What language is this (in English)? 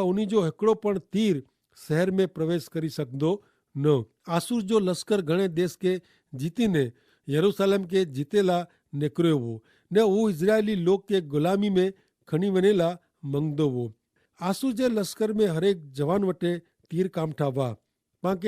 Kachhi